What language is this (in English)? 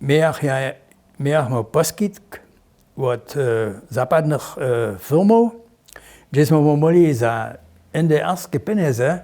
Upper Sorbian